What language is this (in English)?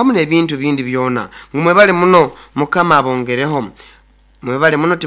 Nyoro